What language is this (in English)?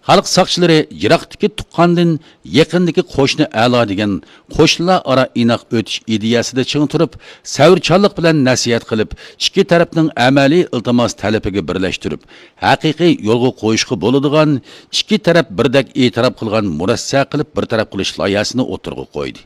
Uyghur